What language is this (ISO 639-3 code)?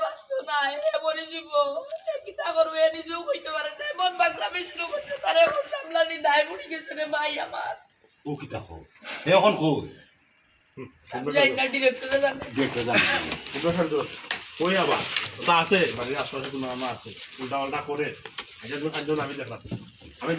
syl